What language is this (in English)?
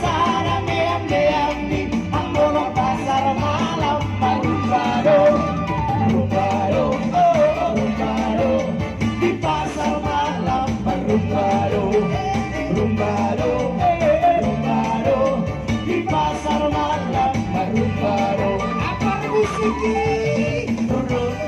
Batak Toba